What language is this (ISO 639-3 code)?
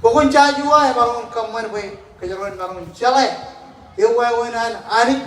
mah